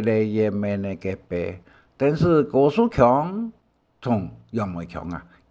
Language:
Hakka Chinese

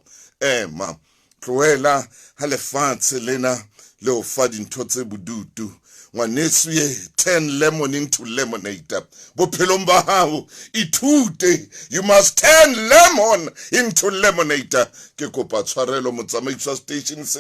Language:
Southern Sotho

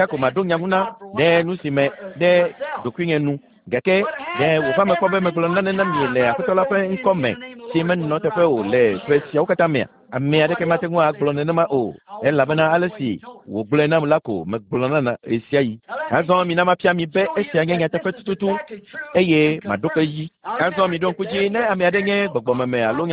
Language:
Ewe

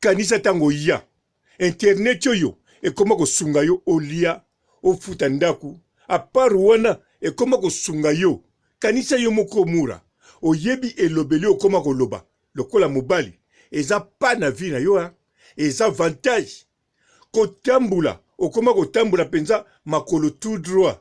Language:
Lingala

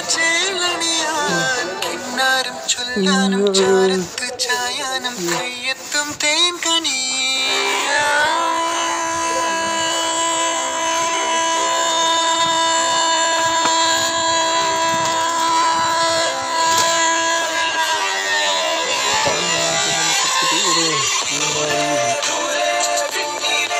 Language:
Malayalam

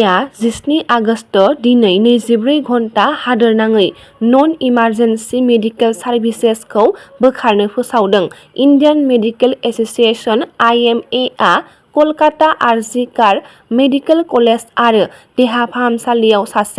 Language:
Bodo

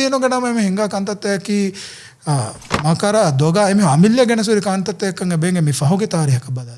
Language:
Divehi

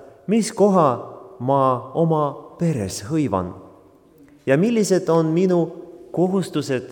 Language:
Estonian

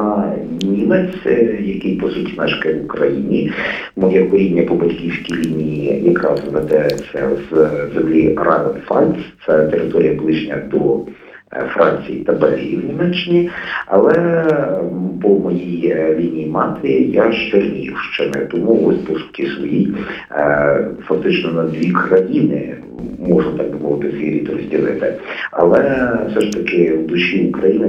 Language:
Ukrainian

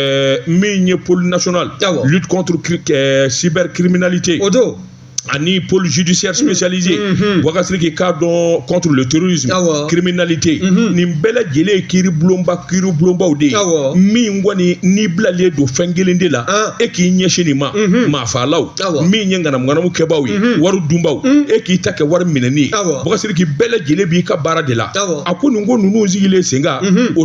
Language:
Bambara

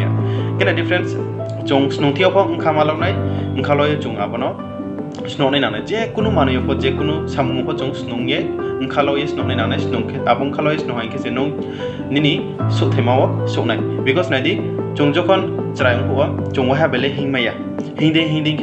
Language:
Riang (India)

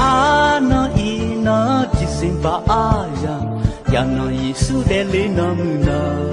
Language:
Akha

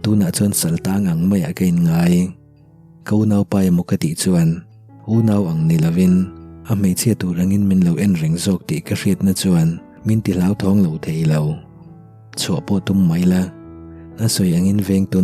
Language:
Mizo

